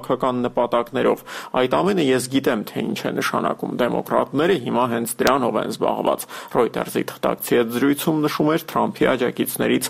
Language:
Armenian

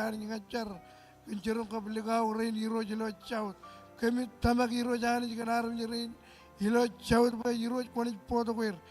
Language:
Marshallese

